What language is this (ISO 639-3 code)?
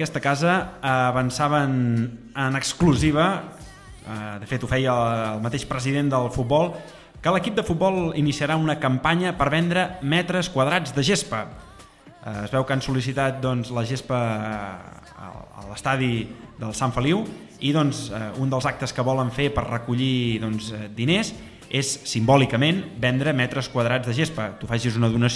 cat